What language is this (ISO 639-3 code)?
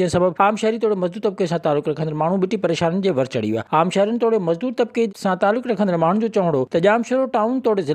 snd